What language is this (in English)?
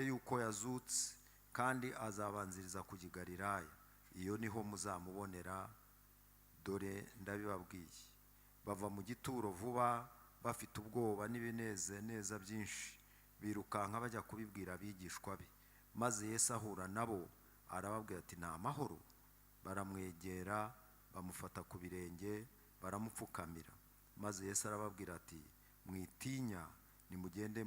Kinyarwanda